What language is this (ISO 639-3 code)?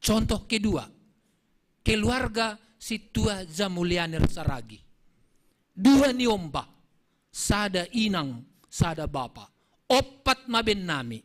bts